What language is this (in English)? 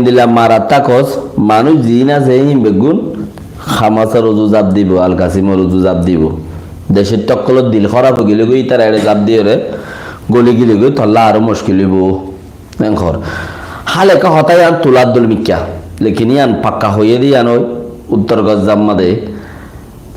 Rohingya